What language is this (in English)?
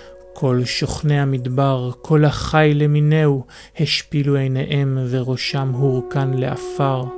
Hebrew